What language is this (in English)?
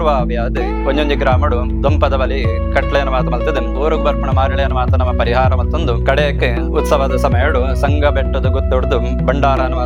Tulu